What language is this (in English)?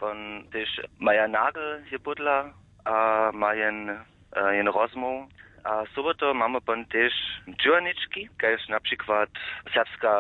Upper Sorbian